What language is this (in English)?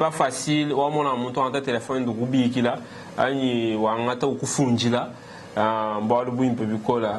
Luba-Lulua